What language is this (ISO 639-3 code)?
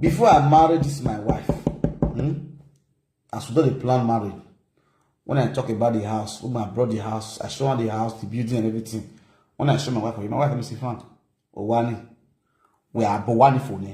pcm